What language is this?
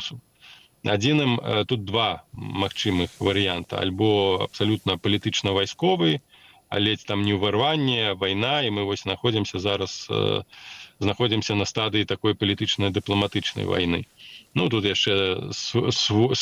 Belarusian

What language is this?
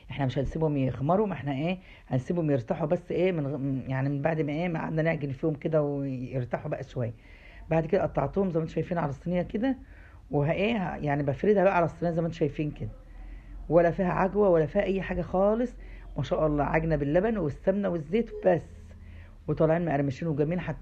Egyptian Arabic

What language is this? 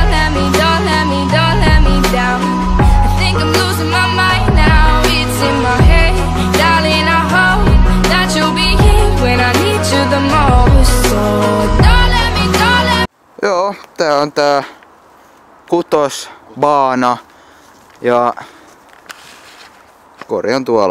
Finnish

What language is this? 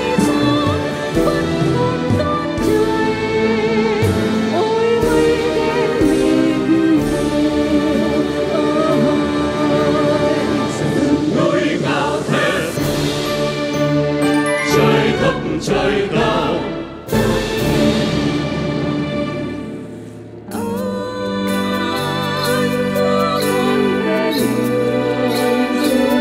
Vietnamese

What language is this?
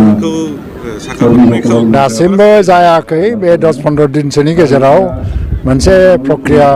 Bodo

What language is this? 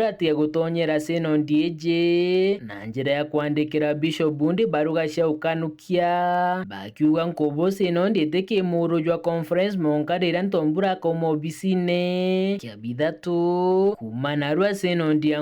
Meru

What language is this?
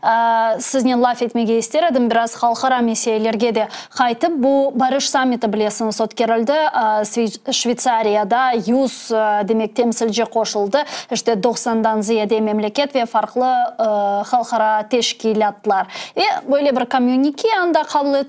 Crimean Tatar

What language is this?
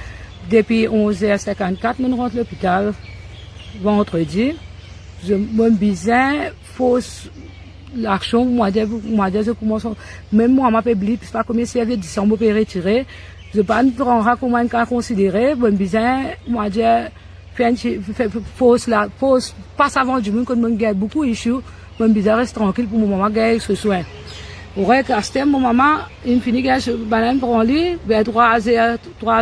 Morisyen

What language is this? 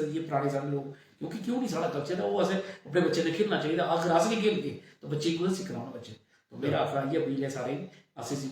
Dogri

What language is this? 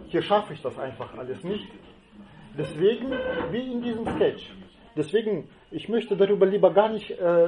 German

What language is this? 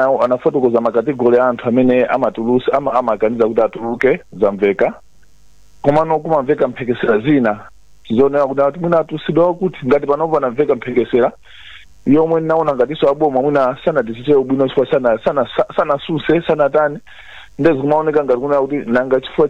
Nyanja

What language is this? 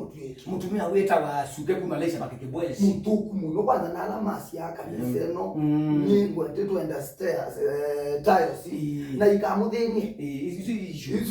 Kamba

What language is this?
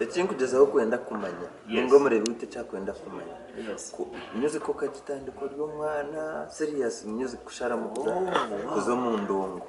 Nyankole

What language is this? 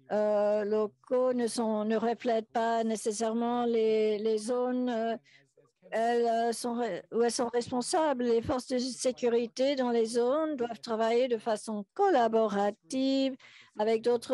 French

